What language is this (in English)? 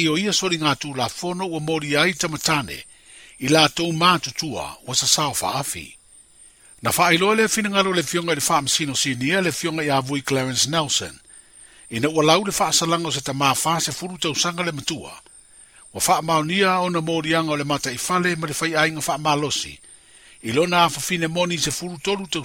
Samoan